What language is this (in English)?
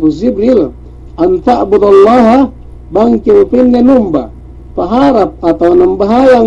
Yakan